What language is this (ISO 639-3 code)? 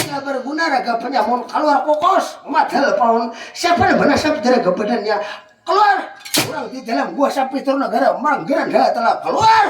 bjn